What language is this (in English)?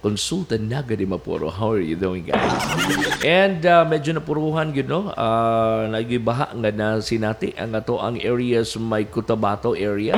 Cebuano